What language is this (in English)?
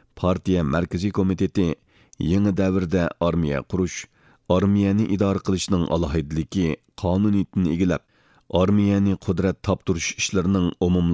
Uyghur